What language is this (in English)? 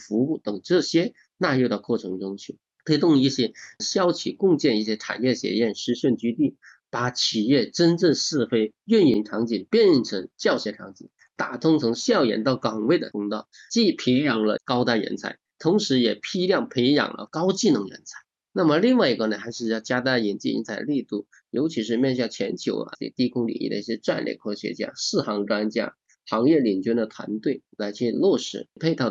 Chinese